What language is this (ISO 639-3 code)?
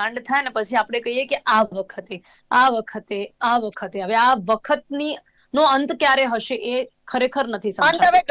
guj